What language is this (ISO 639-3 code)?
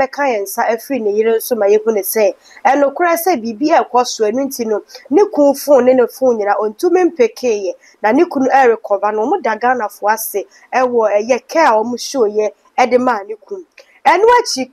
aka